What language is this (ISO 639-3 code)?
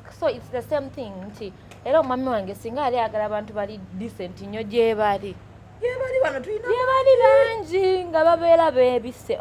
lug